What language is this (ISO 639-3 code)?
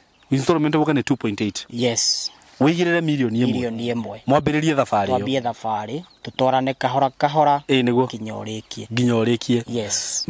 kik